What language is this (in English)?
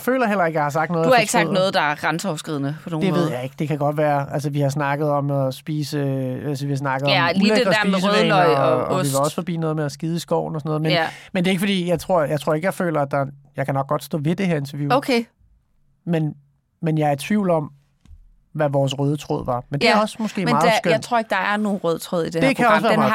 Danish